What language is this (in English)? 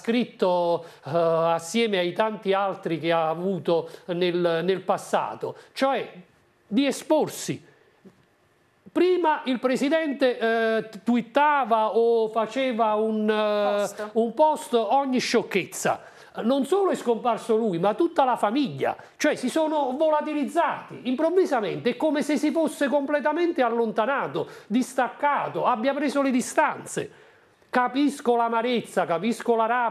Italian